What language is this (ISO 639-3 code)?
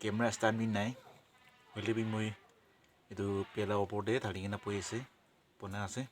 nag